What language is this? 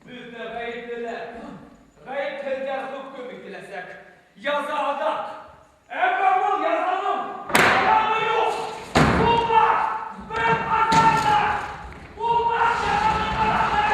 Bashkir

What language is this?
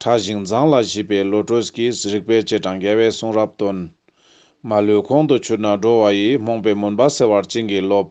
Ladakhi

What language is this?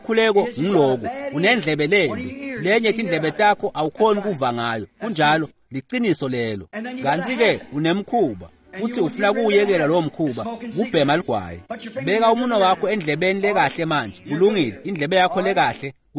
Swati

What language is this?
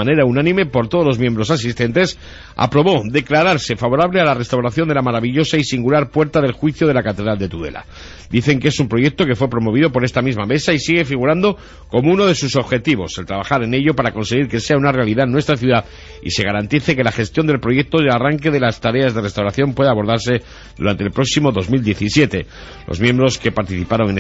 Spanish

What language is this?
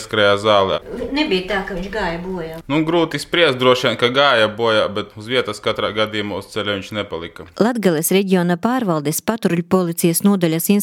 Latvian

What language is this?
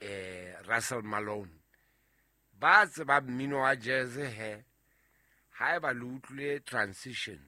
Southern Sotho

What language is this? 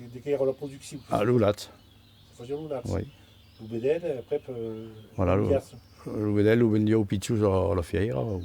Occitan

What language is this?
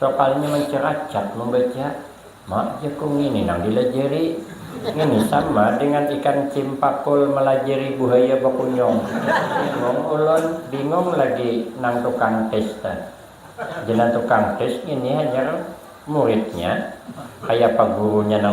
Banjar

